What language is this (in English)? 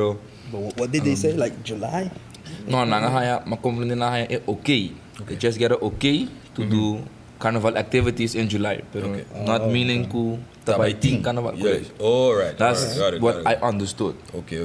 Papiamento